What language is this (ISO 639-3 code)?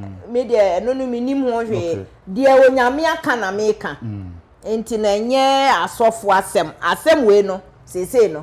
aka